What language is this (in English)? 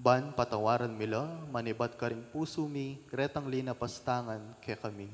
Pampanga